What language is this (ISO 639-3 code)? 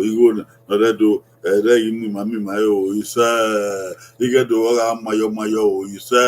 bin